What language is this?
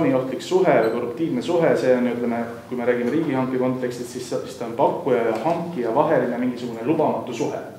Estonian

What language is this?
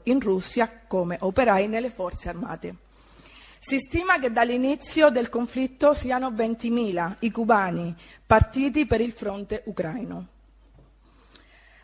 Italian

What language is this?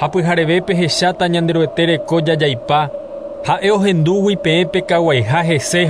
Guarani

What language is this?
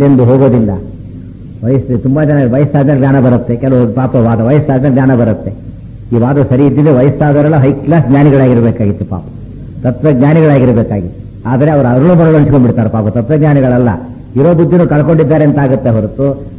Kannada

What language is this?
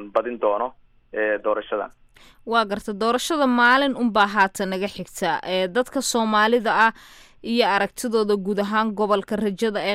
Somali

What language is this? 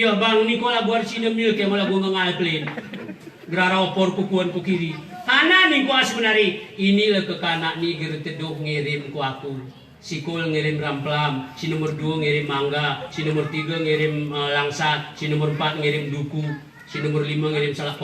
Gayo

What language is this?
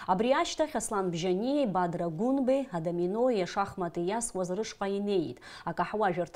Abkhazian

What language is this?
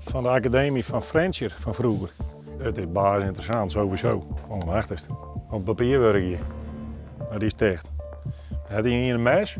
Western Frisian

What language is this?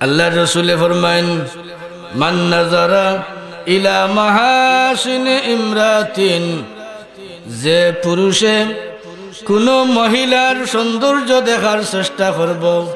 Sylheti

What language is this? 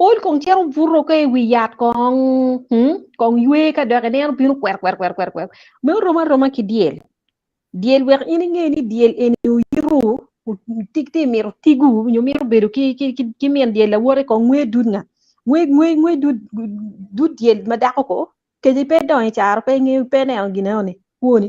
Acoli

